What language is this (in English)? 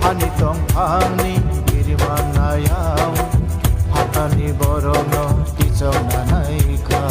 Kok Borok